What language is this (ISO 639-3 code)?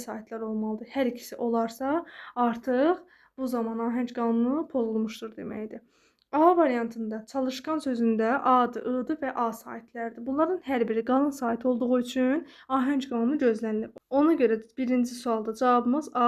aze